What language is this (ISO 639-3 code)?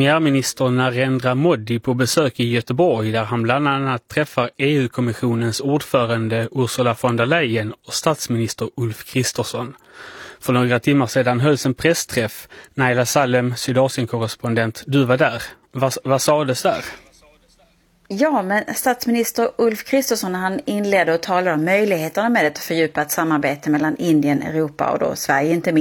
swe